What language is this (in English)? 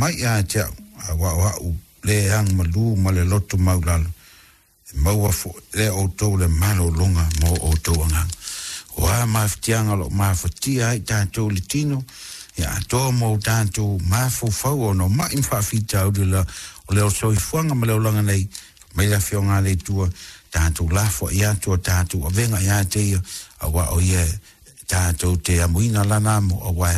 Samoan